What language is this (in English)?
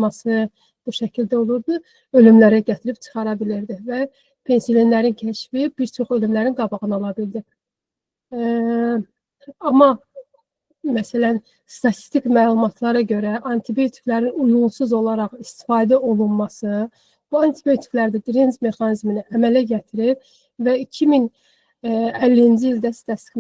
Azerbaijani